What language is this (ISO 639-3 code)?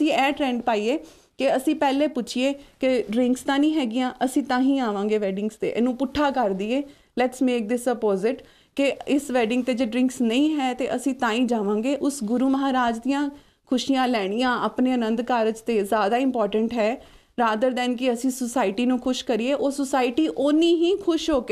pan